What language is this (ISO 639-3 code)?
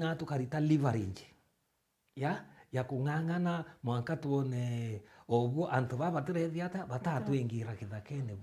mer